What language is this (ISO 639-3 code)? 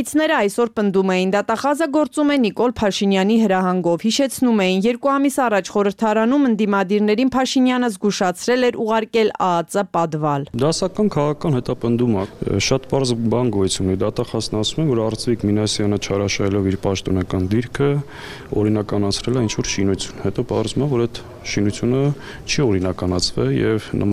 hye